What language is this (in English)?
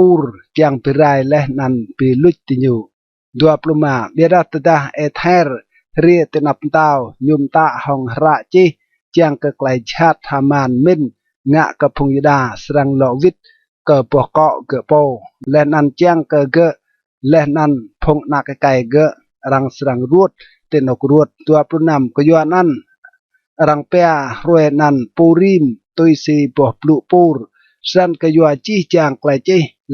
Rade